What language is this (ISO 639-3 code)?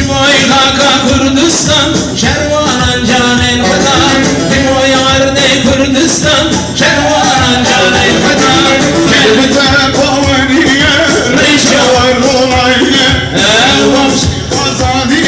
kur